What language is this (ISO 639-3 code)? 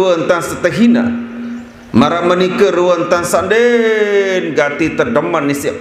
sas